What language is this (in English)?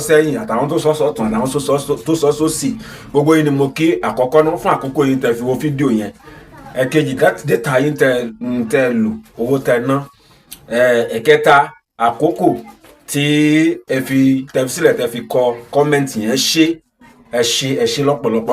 Yoruba